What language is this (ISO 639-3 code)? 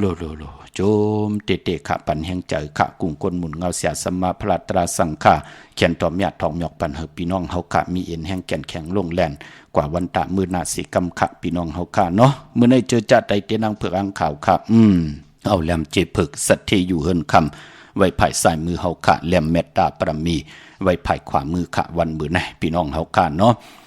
shn